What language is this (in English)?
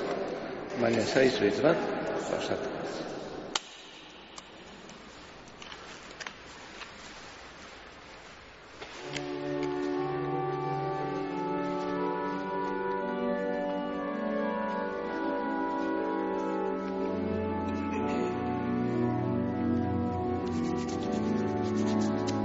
Basque